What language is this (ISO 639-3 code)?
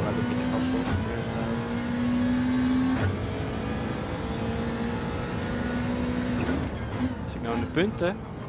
nld